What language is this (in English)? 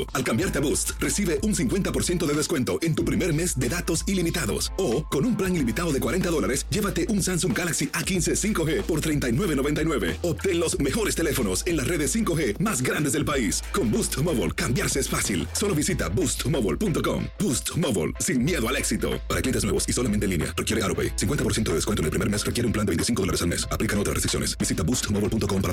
Spanish